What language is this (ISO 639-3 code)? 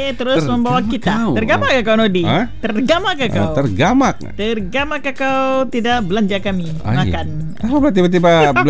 msa